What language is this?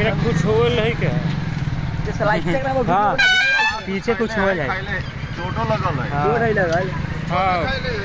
Bhojpuri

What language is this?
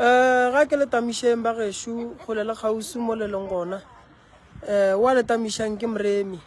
Northern Sotho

